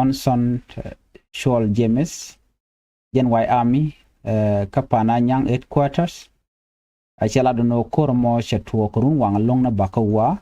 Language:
Nuer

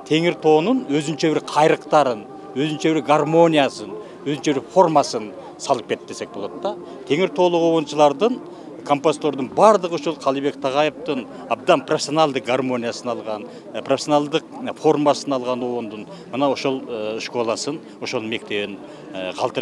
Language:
Kyrgyz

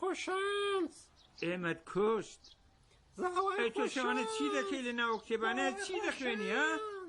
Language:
Central Kurdish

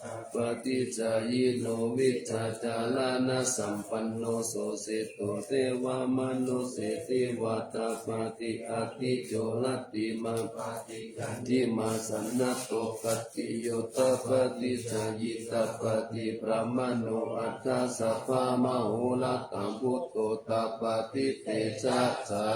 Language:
Pali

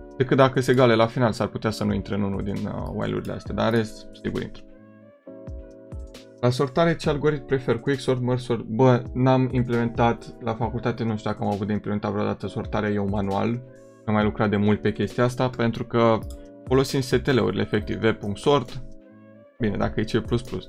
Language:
Romanian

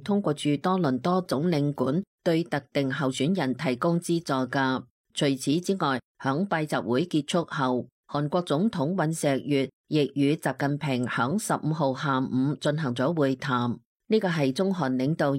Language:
Cantonese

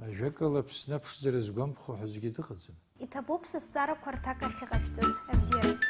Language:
Abkhazian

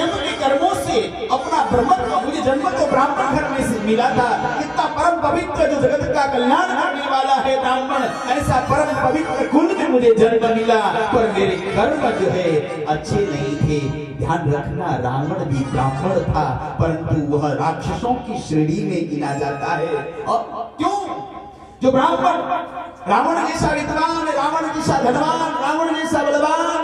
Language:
Hindi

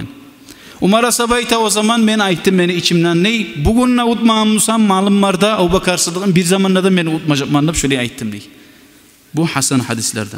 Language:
Kumyk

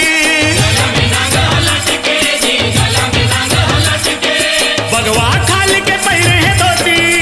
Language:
Chhattisgarhi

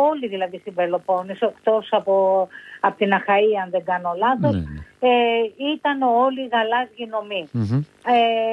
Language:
Greek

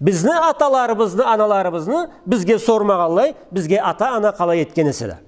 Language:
Karachay-Balkar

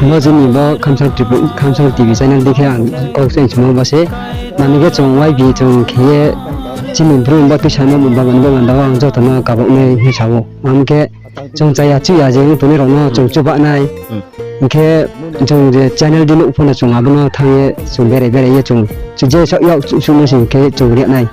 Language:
Riang (India)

